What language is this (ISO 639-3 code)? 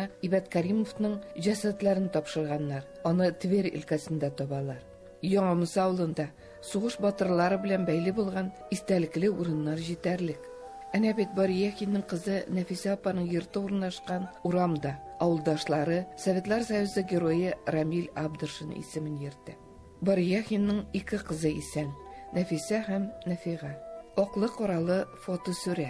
tat